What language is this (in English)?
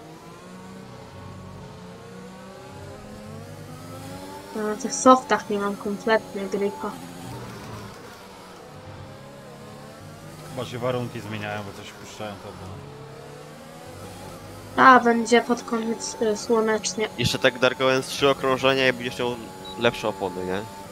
Polish